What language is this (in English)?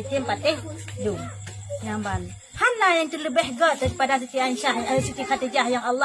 Achinese